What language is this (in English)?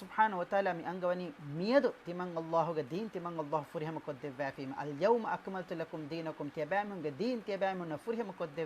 Divehi